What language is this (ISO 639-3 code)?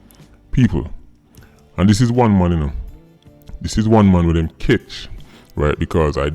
jam